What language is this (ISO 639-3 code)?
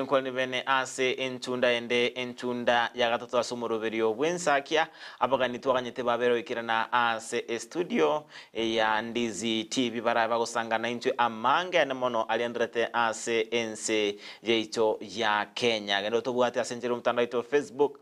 guz